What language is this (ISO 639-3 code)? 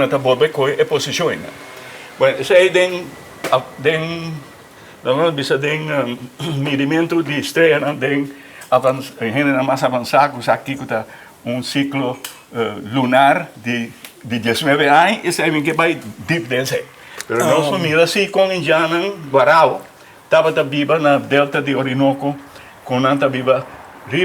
pap